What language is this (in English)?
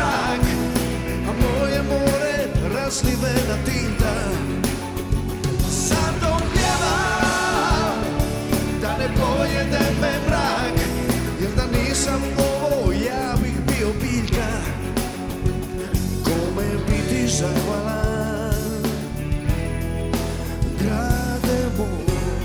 Croatian